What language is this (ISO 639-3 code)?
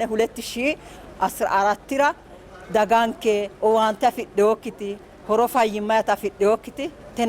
sid